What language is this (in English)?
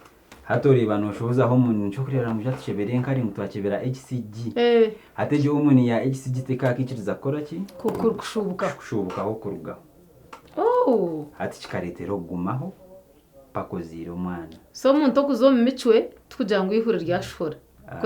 Nyankole